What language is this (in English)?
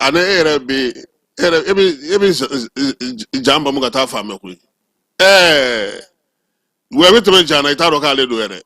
Bambara